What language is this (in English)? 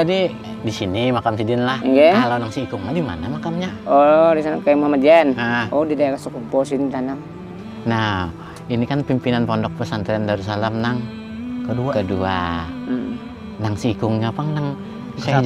Banjar